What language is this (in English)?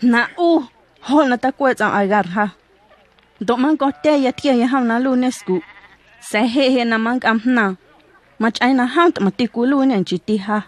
Guerrero Amuzgo